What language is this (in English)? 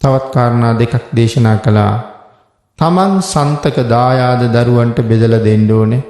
Sinhala